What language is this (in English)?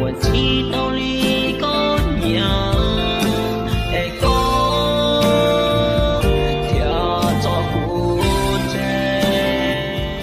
Hmong